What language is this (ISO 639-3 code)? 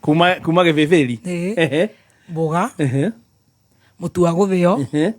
kik